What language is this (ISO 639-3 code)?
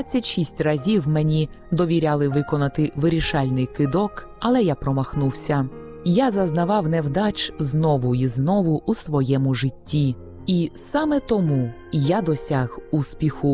ukr